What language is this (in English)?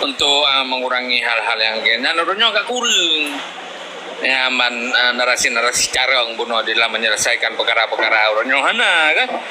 Achinese